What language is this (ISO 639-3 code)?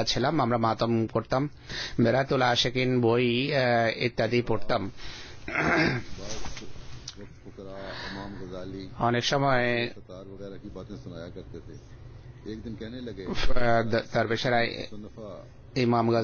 ben